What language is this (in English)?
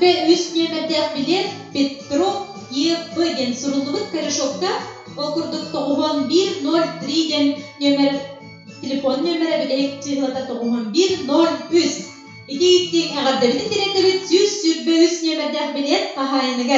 Yakut